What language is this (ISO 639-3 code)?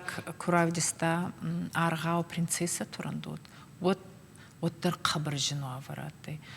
oss